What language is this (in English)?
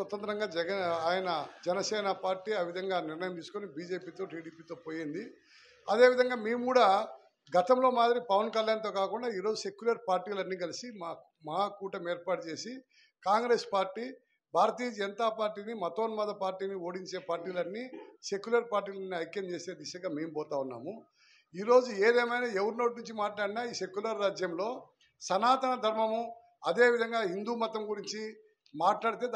Telugu